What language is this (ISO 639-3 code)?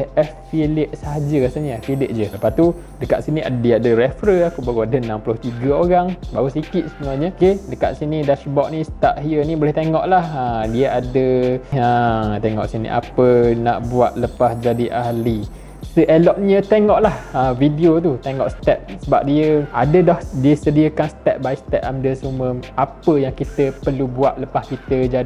msa